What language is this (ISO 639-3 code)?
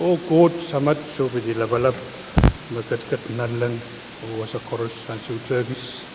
pon